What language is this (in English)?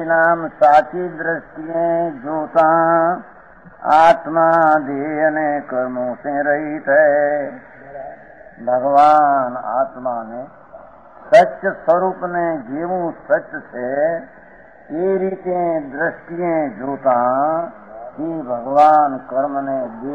Gujarati